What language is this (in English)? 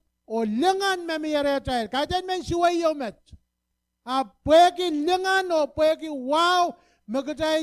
Pohnpeian